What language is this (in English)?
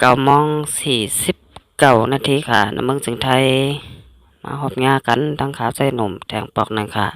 Shan